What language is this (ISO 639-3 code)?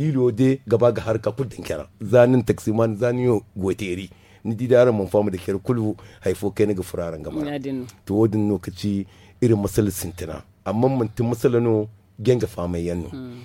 dje